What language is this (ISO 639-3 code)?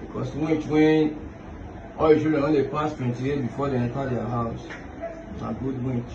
pcm